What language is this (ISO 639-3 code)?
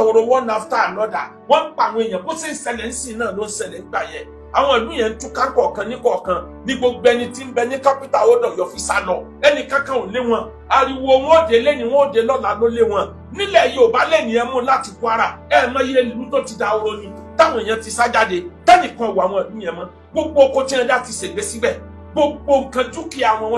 yor